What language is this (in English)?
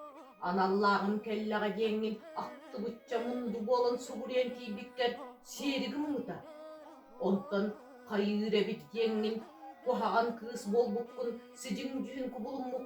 Yakut